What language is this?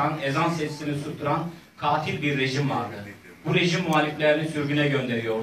Turkish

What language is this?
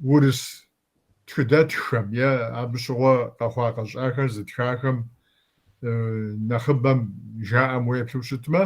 Kabardian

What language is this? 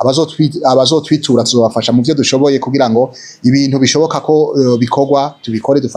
Rundi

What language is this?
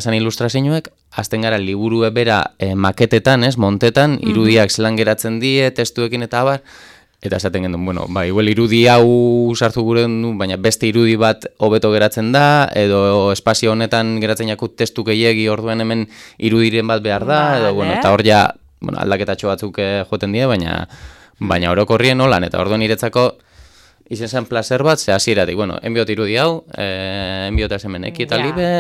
Basque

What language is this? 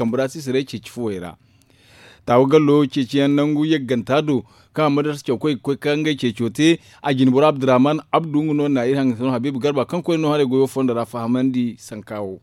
Zarma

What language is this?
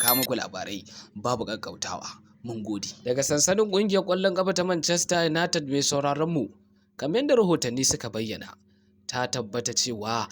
Hausa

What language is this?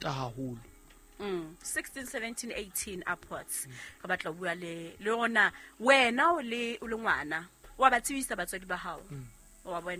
Southern Sotho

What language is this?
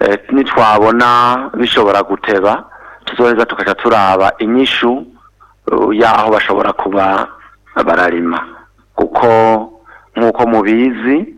Rundi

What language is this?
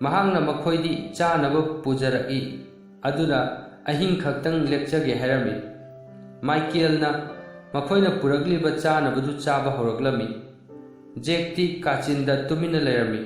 Manipuri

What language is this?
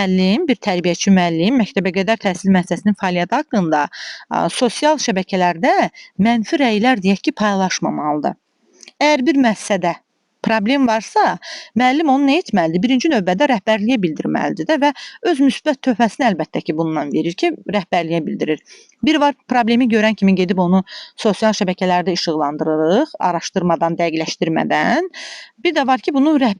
Azerbaijani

